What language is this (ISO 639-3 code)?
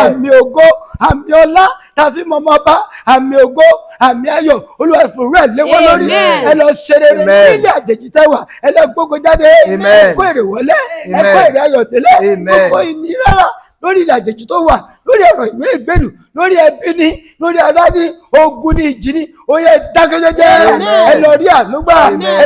yor